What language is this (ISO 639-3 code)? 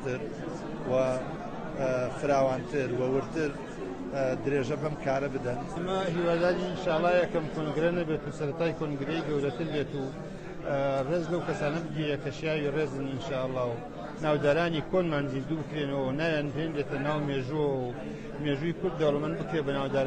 ckb